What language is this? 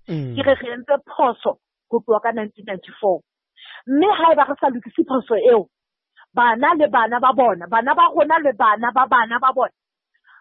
Southern Sotho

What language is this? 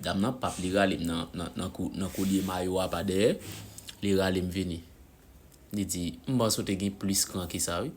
Haitian Creole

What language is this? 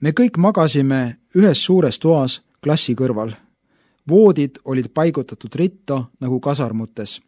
Estonian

